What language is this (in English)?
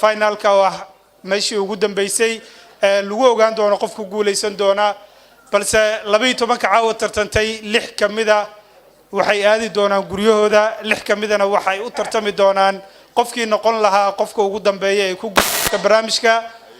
Somali